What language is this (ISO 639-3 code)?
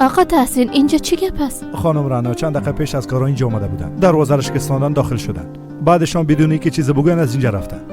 fas